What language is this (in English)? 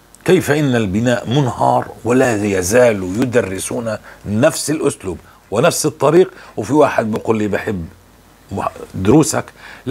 North Levantine Arabic